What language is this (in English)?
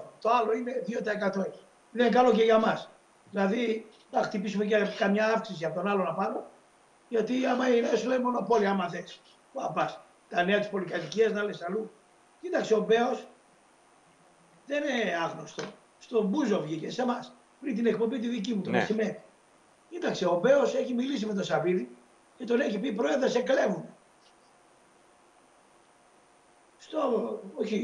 Greek